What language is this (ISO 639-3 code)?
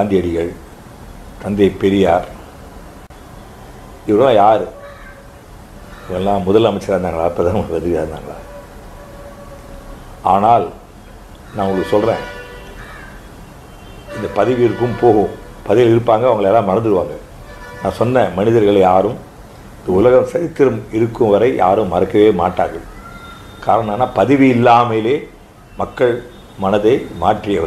tam